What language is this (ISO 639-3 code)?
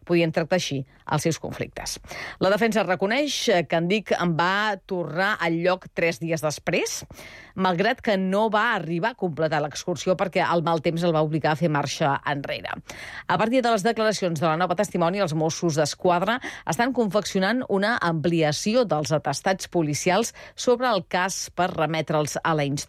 cat